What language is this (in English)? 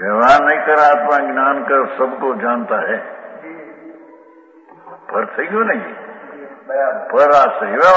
Gujarati